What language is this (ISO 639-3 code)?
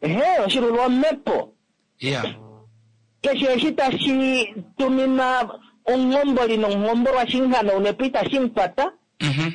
kua